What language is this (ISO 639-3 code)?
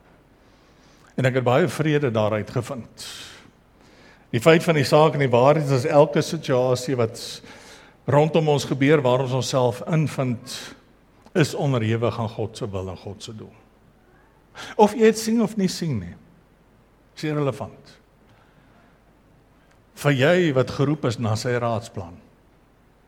afr